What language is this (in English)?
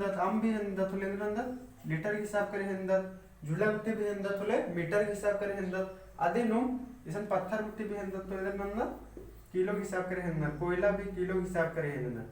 Kurukh